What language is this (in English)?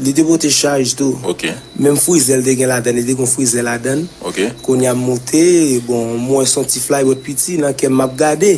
Haitian Creole